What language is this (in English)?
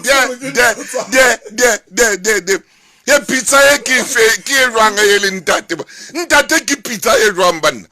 Southern Sotho